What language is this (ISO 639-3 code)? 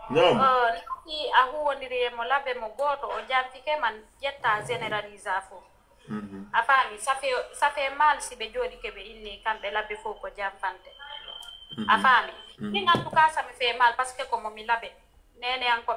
ful